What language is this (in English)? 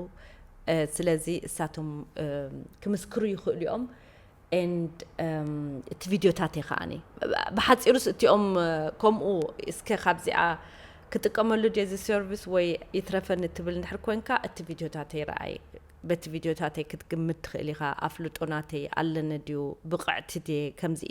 Tigrinya